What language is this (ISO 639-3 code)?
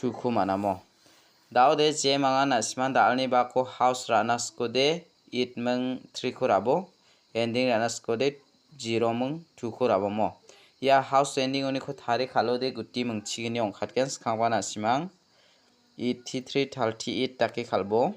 grt